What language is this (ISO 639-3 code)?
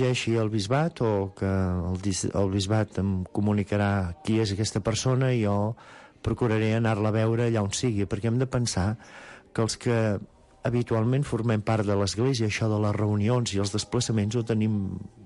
cat